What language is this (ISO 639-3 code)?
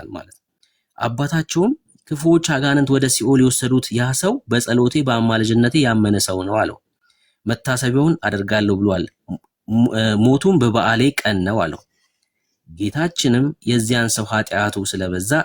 amh